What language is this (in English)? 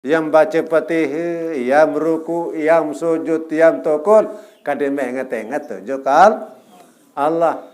Sasak